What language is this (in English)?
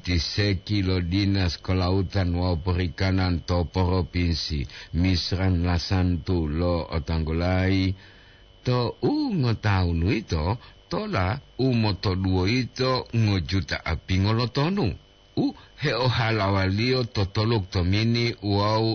Gorontalo